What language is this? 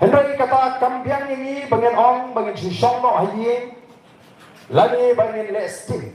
Khasi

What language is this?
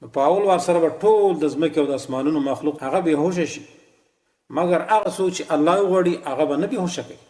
Pashto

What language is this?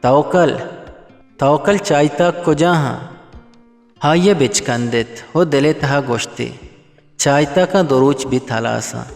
Eastern Balochi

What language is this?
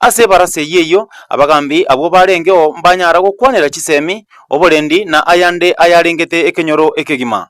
Gusii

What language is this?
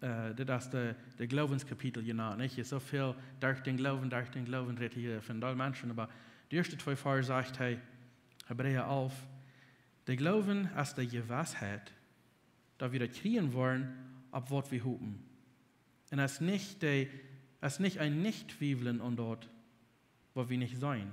Plautdietsch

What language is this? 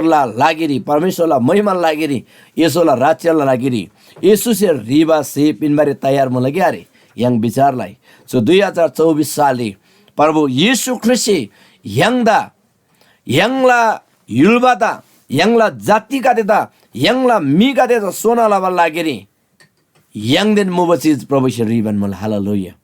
Eastern Tamang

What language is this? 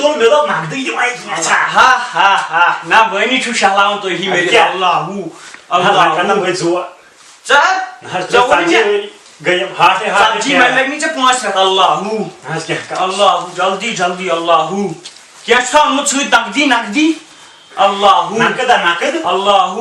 Kashmiri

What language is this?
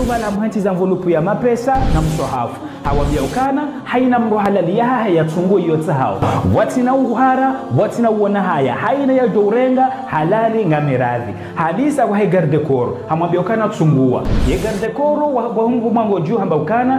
Ngazidja Comorian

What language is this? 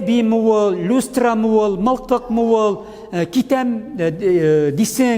Tatar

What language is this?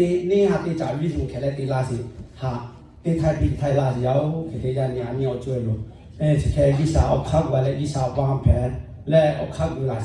Lahu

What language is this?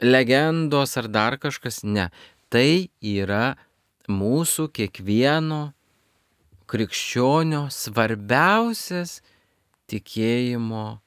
Lithuanian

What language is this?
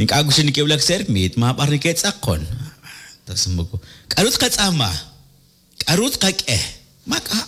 Kekchí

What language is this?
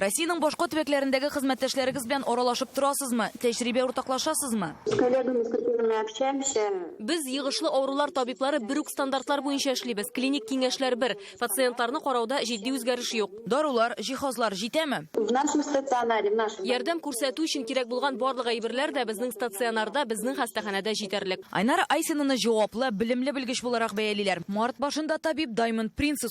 Tatar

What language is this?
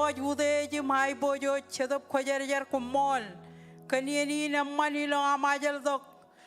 Marshallese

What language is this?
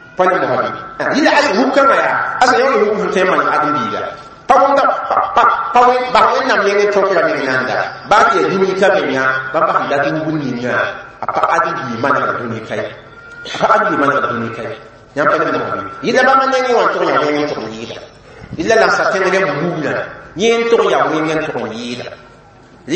Mossi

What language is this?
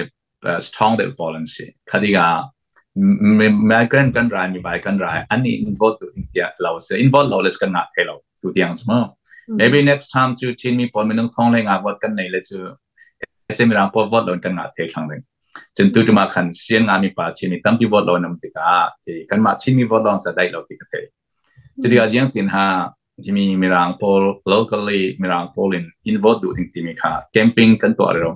Hakha Chin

